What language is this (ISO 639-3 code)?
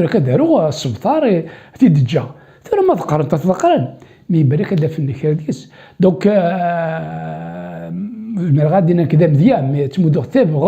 kab